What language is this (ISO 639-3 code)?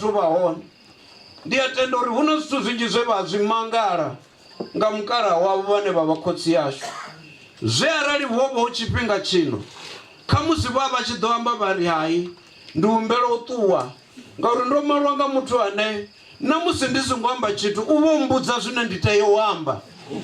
ven